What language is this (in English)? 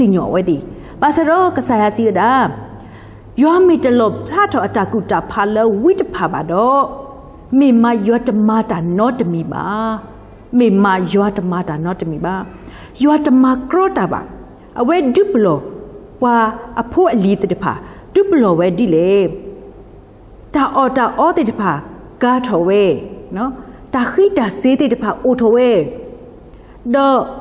S'gaw Karen